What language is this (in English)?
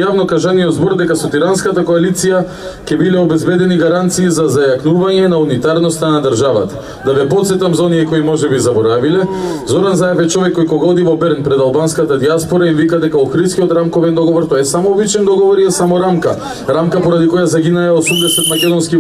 Macedonian